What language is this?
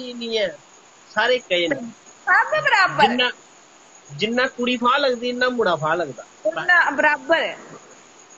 Dogri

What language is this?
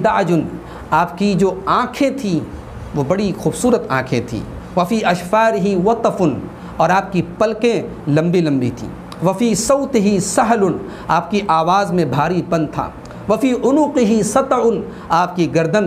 Urdu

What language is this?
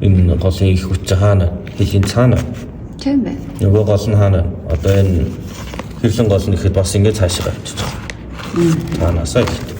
Mongolian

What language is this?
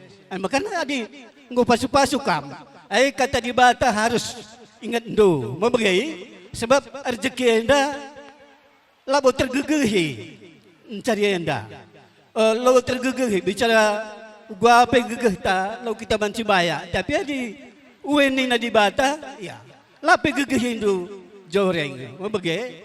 Batak Karo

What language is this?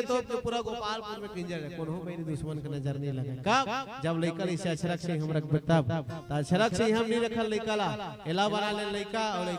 Chhattisgarhi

